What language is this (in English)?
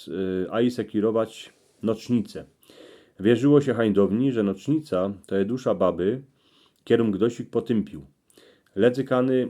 Silesian